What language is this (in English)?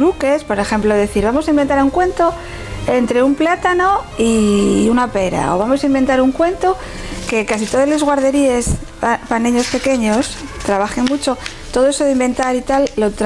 Asturian